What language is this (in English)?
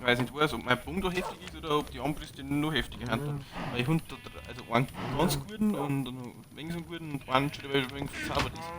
Bavarian